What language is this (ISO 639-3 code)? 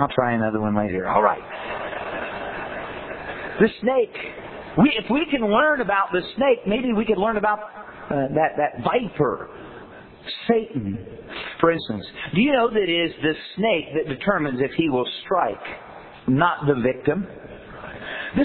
eng